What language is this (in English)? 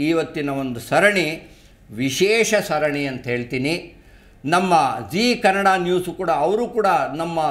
Kannada